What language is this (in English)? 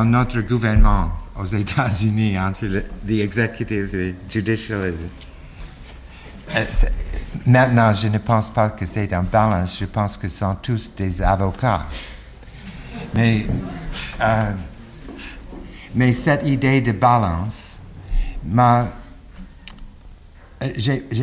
French